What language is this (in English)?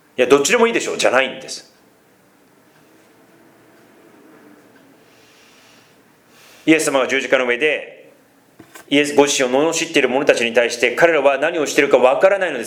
Japanese